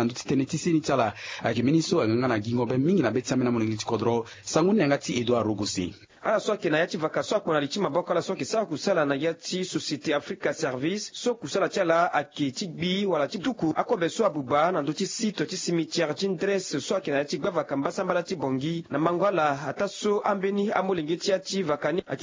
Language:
Sango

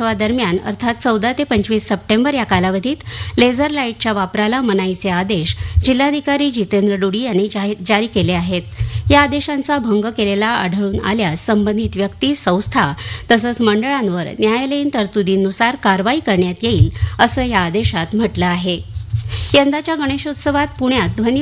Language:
Marathi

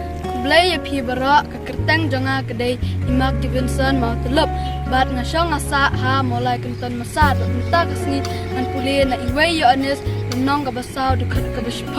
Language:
Khasi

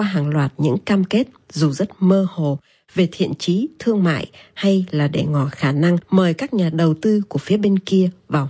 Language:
Vietnamese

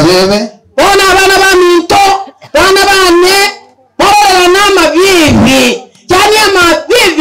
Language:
Gusii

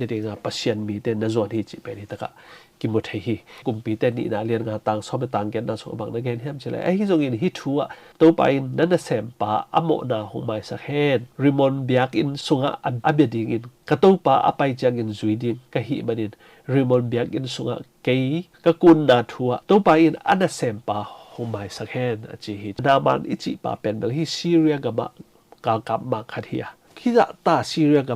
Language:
Tedim Chin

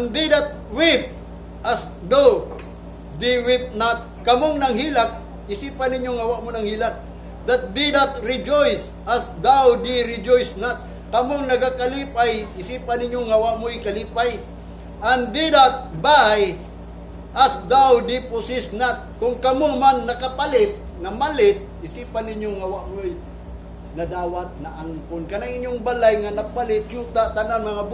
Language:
Cebuano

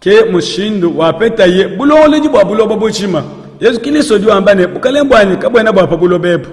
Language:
Luba-Lulua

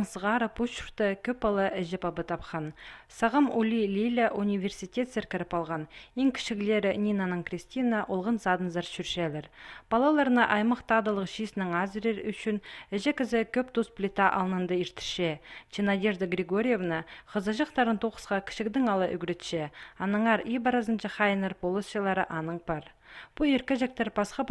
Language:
Khakas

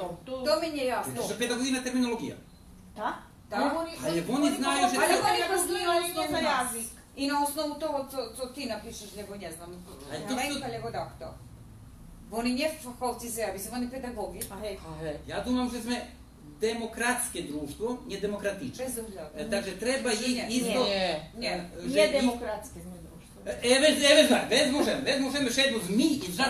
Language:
Rusyn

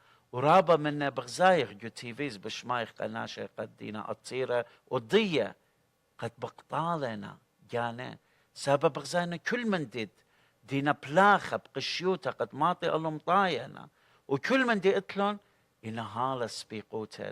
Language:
Assyrian Neo-Aramaic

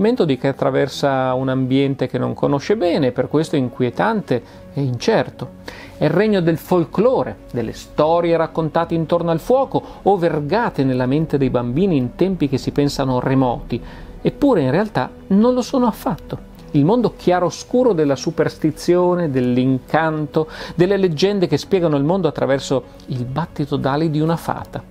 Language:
Italian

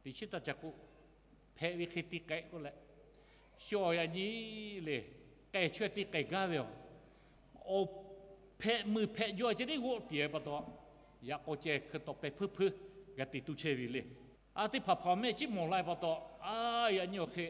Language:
Lahu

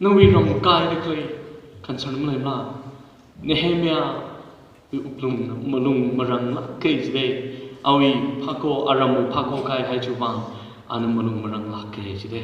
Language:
Tangkhul Naga (India)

